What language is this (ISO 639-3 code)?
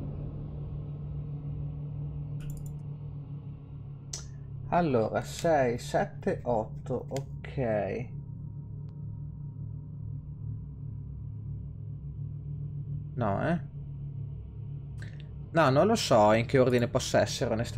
ita